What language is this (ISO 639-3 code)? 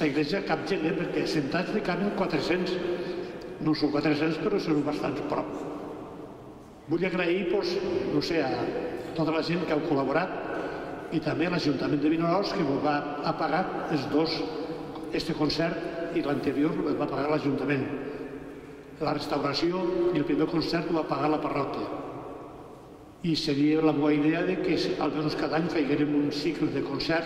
cat